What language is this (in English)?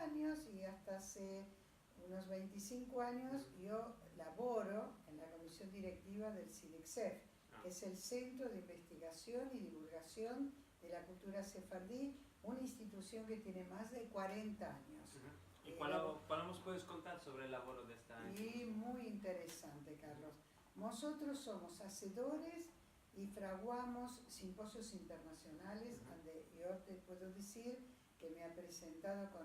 Ladino